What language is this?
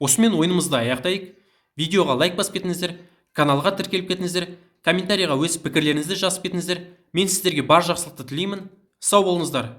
Kazakh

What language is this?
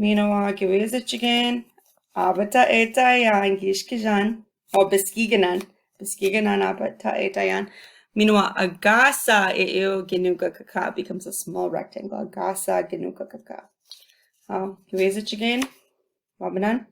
Chippewa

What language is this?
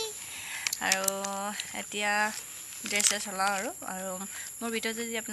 Assamese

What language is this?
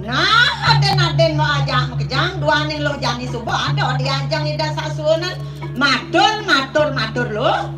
Balinese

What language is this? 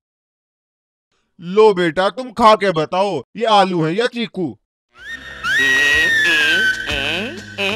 Haryanvi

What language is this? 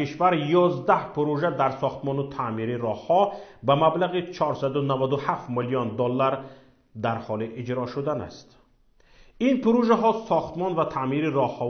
Tajik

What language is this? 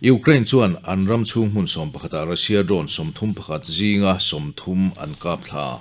Mizo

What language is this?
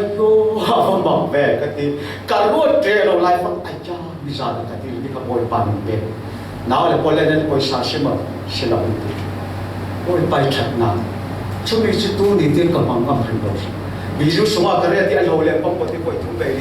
Falam Chin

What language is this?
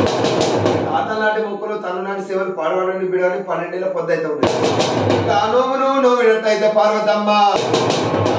Telugu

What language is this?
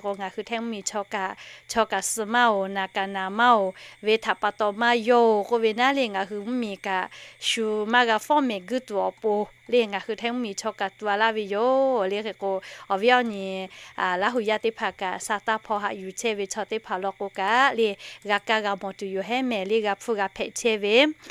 Lahu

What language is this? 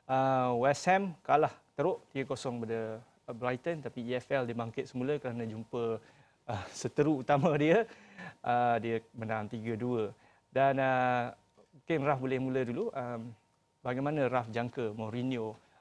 Malay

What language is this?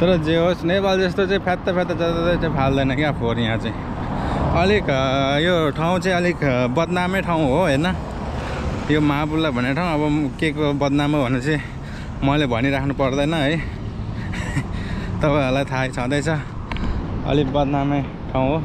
Nepali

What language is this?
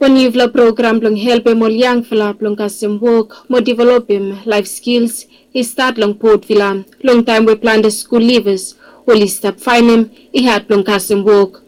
Bislama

